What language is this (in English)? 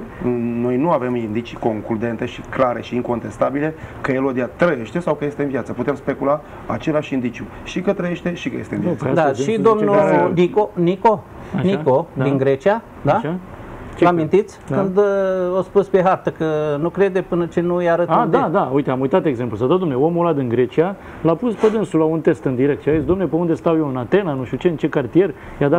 Romanian